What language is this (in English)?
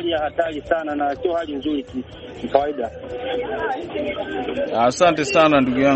Swahili